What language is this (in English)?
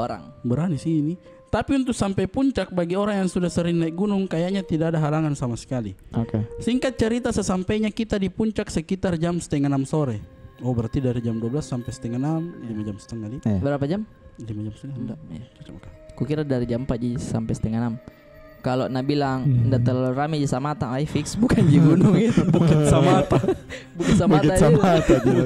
Makassar Malay